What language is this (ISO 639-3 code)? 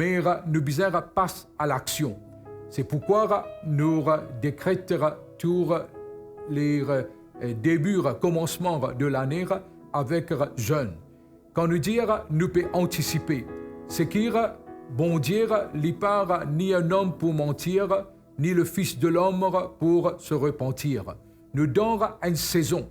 mfe